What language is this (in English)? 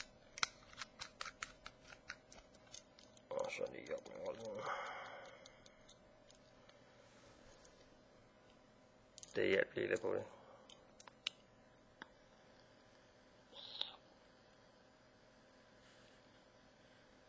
Danish